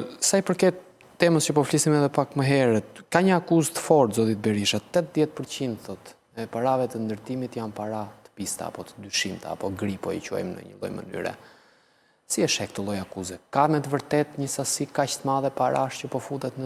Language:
Albanian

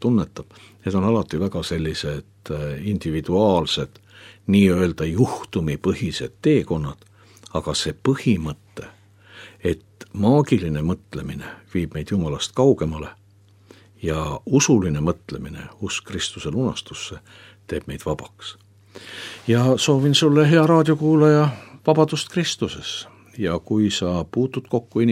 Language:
Estonian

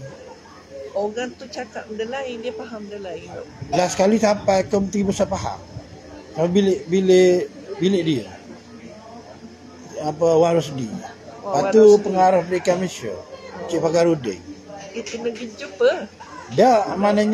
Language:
Malay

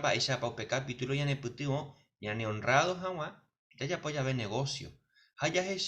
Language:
Guarani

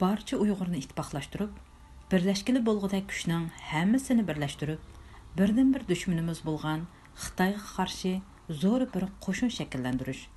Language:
Uyghur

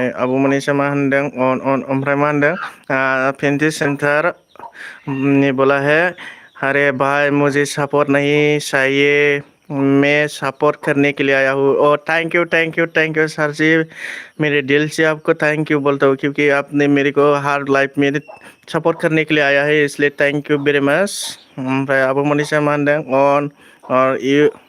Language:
Bodo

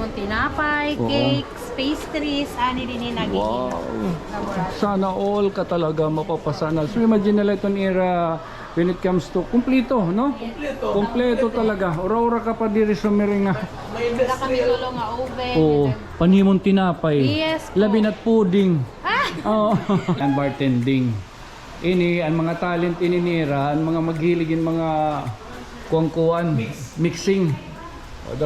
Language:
Waray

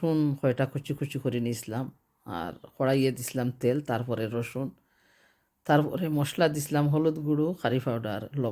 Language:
Sylheti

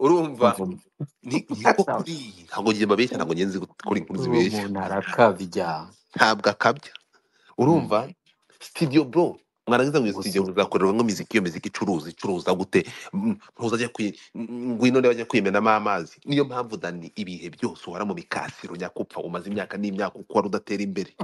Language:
Kinyarwanda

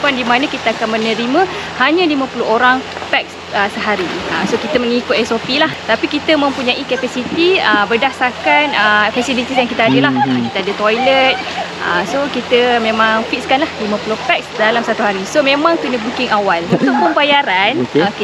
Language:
Malay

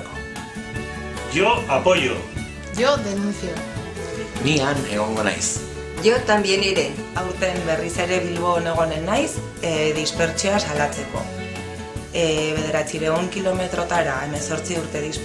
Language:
Basque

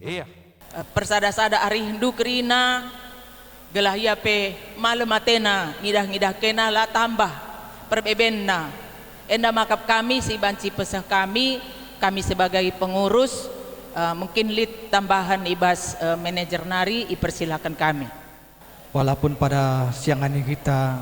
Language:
Batak Karo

